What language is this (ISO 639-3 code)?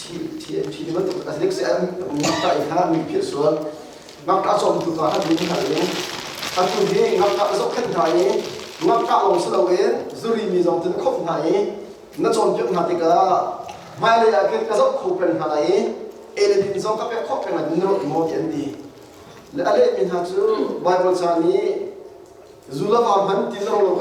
cnh